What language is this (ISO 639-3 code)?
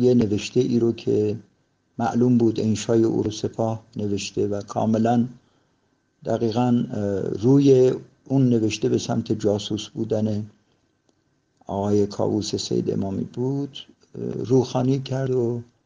fas